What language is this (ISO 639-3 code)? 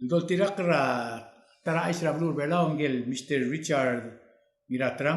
pau